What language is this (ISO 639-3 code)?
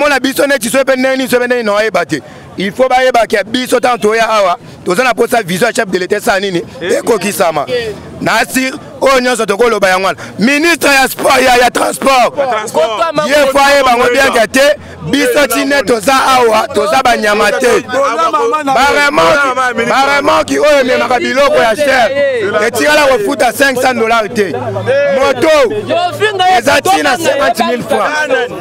lin